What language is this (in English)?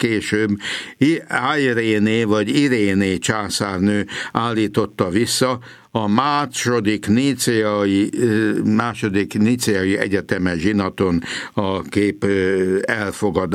Hungarian